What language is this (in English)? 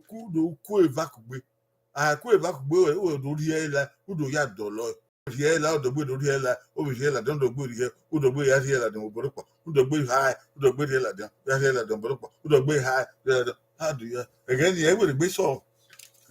Bini